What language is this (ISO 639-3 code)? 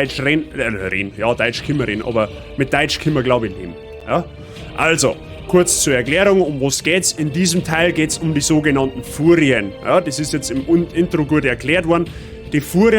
bar